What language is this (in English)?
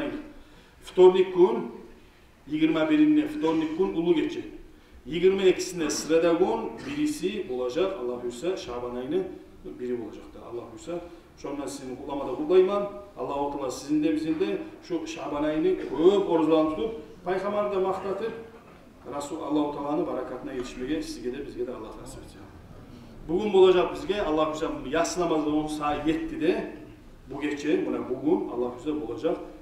Kumyk